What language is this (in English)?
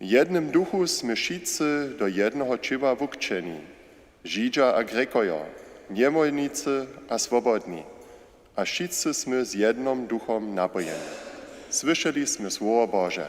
Upper Sorbian